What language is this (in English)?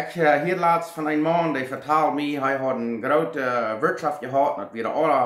Plautdietsch